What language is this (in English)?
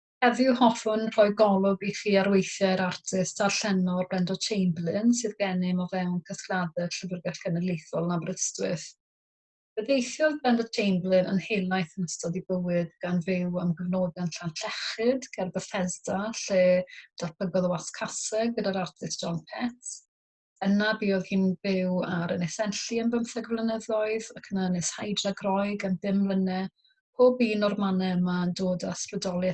Welsh